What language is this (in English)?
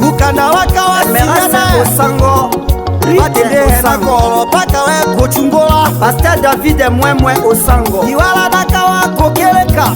Tetela